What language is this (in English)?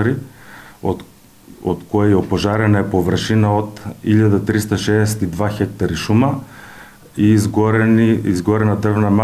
Macedonian